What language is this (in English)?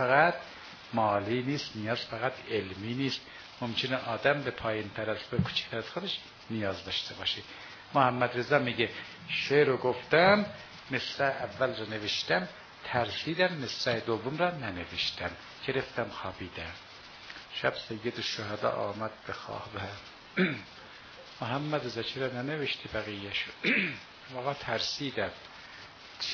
Persian